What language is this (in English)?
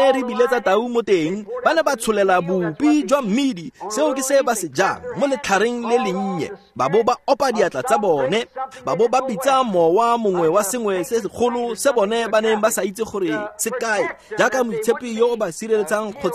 Tswana